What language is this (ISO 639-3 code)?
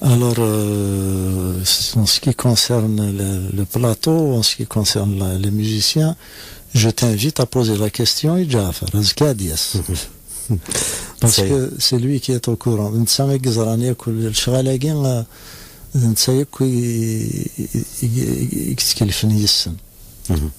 kab